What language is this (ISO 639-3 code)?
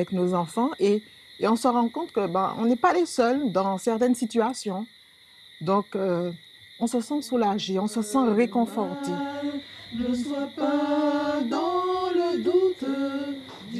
fra